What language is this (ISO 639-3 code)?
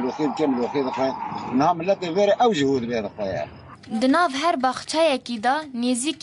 kur